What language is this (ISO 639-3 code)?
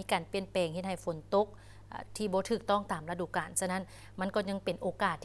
lao